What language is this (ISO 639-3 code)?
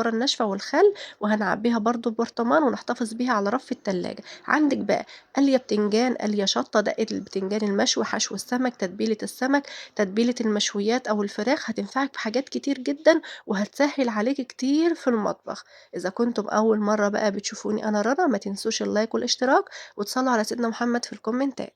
arz